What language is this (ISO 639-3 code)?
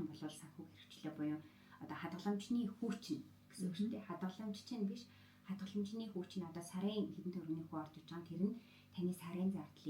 mon